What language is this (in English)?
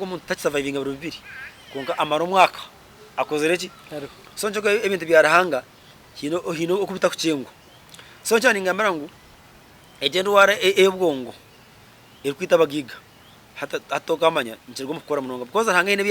Nyankole